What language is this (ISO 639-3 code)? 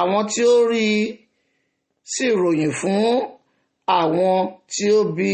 yor